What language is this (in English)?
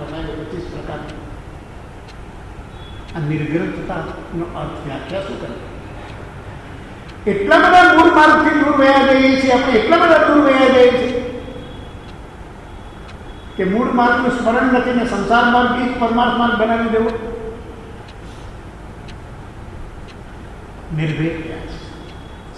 Gujarati